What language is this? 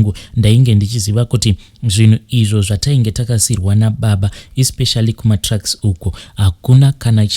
Shona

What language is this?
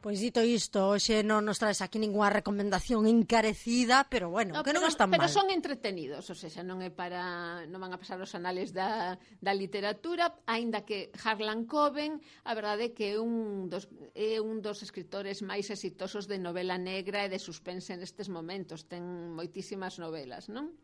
Galician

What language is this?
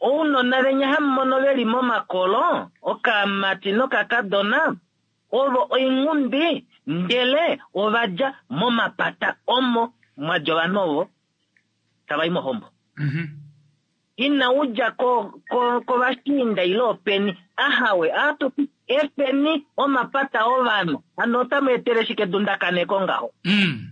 Kuanyama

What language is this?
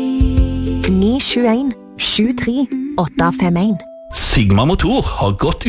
Norwegian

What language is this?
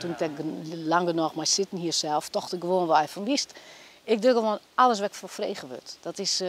Western Frisian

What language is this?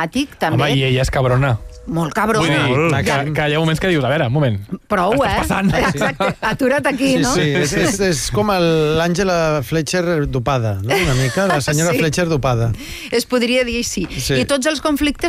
Catalan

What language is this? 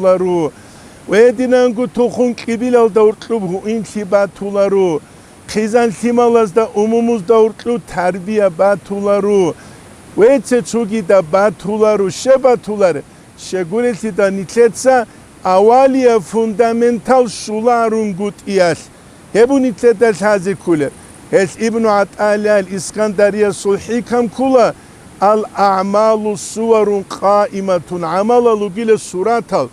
Avaric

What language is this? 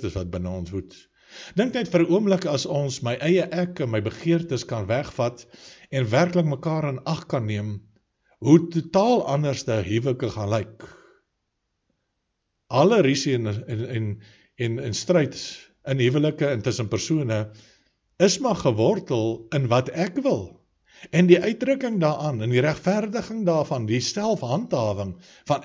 Afrikaans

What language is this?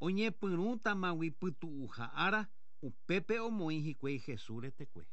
Guarani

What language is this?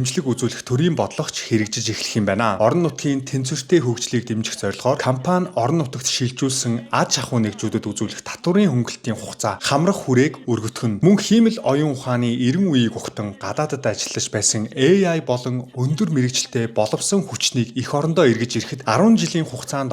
Mongolian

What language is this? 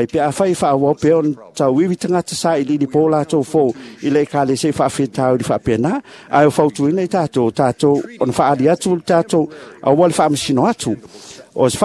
Samoan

